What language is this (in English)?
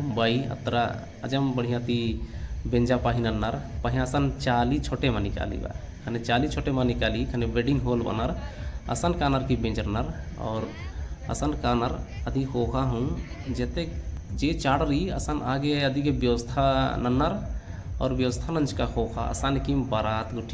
Kurukh